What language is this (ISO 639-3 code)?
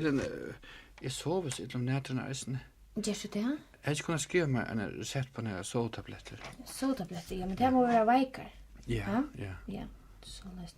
fao